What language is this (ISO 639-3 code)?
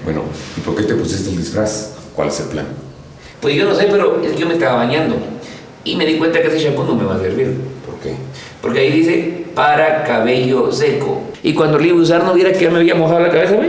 spa